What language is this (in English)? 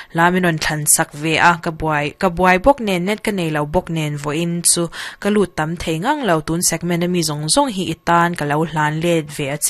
Mizo